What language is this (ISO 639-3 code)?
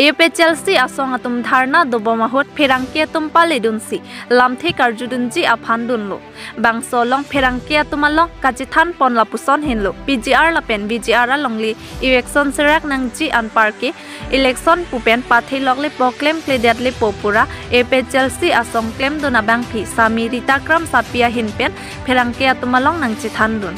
mjw